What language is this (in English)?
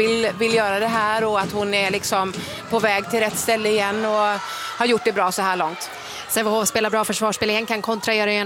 Swedish